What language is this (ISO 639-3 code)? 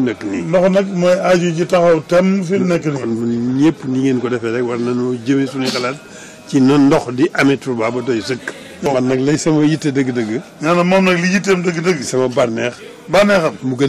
wol